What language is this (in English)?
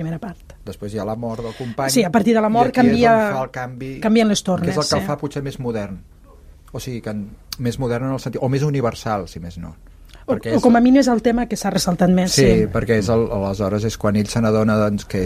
Catalan